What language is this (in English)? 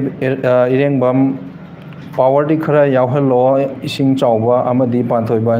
Manipuri